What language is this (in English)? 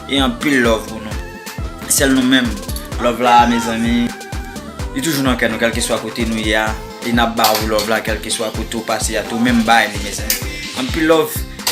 Haitian Creole